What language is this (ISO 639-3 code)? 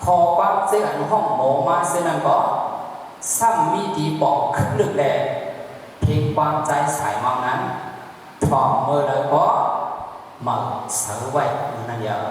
shn